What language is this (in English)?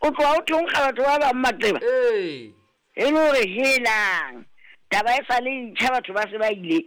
Southern Sotho